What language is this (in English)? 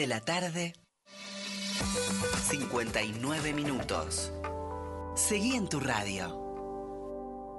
Spanish